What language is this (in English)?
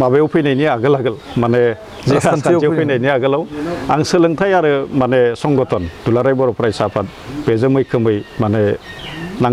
Bodo